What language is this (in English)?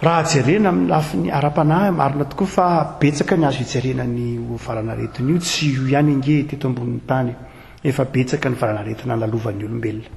Malagasy